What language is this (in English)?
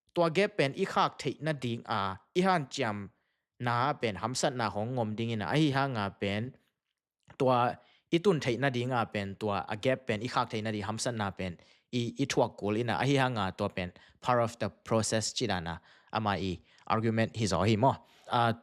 Tedim Chin